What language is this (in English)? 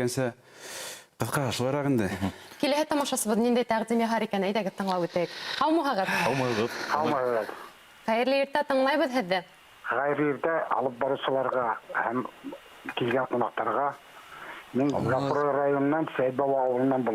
Bashkir